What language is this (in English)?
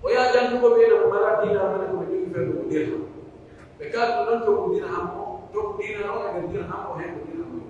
Pular